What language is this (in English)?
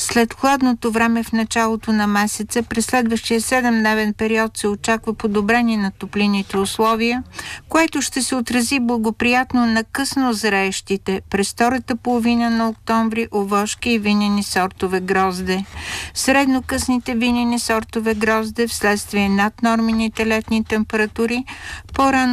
Bulgarian